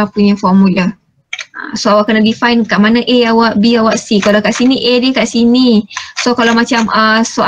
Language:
Malay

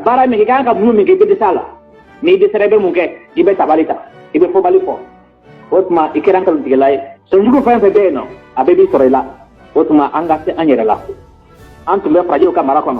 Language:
Bambara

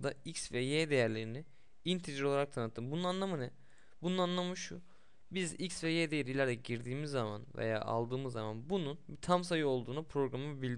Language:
Turkish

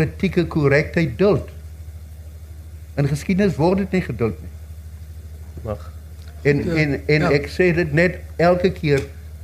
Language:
Afrikaans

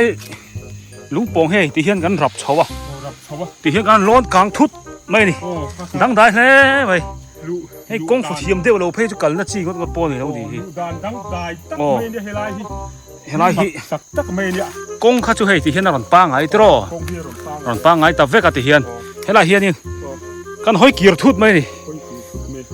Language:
Biete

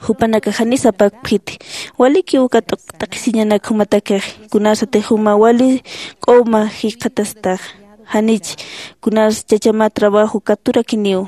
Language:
Aymara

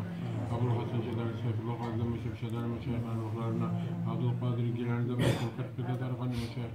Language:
Kumyk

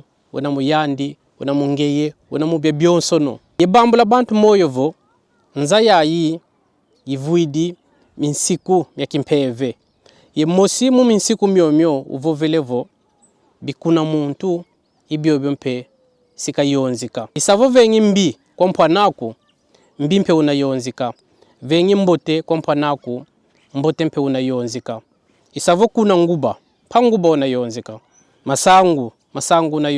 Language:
Kongo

